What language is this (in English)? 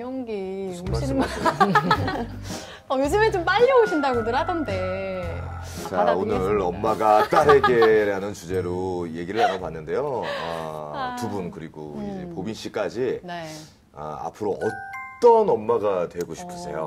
Korean